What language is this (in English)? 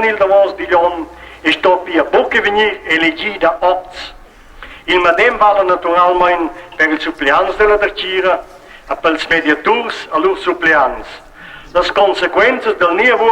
Romansh